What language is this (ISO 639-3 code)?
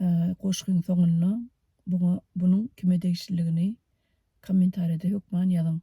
tuk